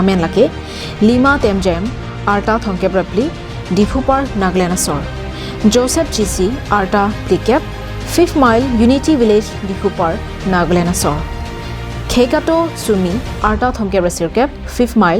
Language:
Karbi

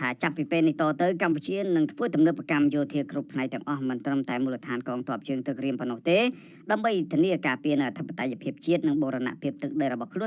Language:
Khmer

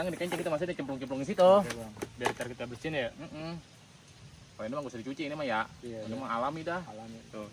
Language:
Betawi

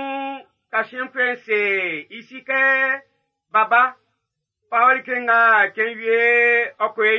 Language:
Baoulé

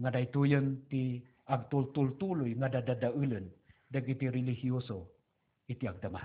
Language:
Iloko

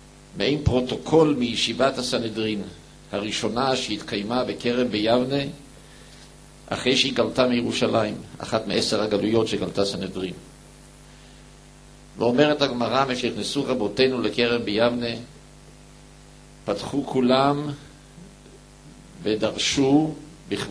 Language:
Hebrew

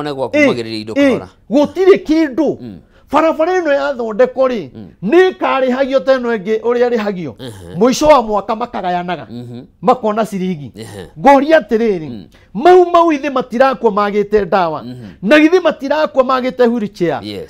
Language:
Kikuyu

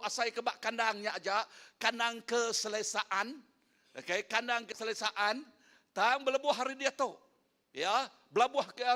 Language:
Iban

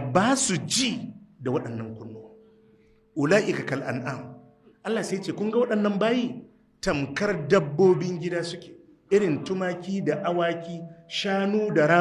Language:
Hausa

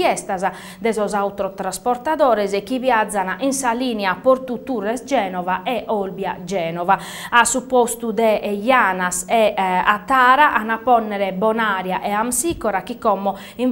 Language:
Sardinian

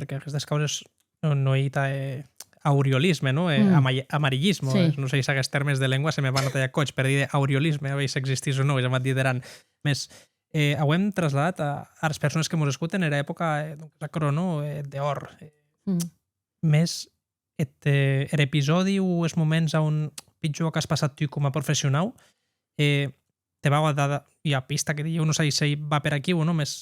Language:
Occitan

